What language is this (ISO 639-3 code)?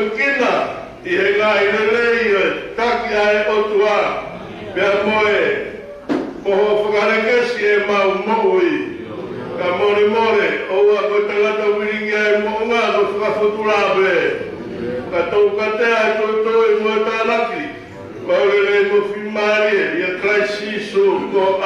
ton